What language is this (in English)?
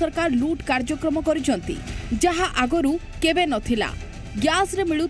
Odia